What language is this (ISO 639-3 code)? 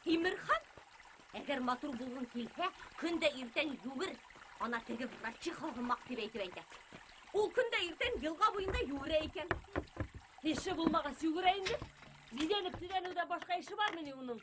bak